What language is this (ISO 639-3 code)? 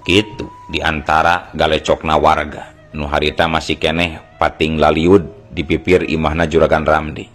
sun